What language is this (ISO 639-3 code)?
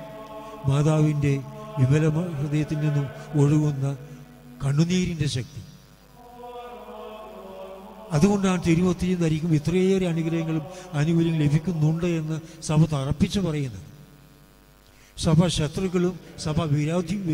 mal